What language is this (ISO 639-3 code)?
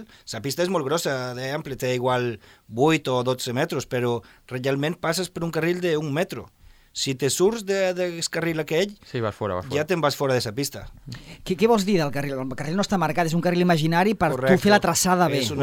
cat